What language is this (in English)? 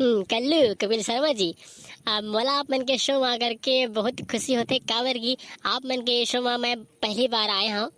Chhattisgarhi